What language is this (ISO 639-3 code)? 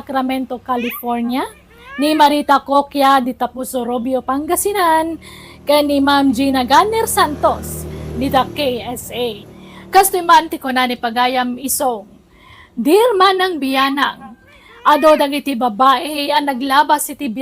ilo